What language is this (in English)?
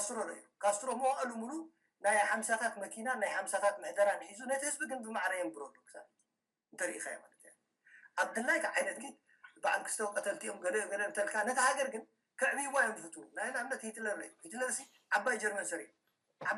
Tigrinya